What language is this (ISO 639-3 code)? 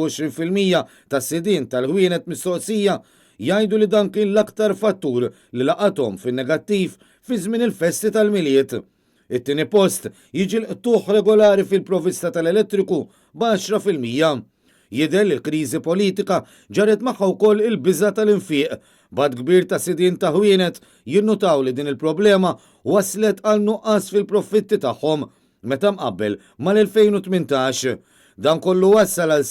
mlt